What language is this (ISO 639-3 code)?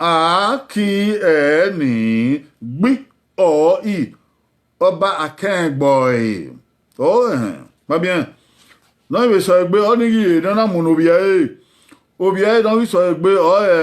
bin